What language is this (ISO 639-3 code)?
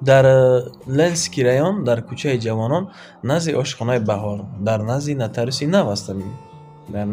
tgk